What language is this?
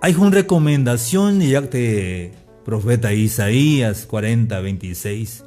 Tzeltal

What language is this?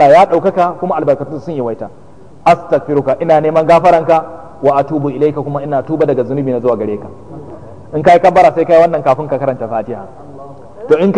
Hausa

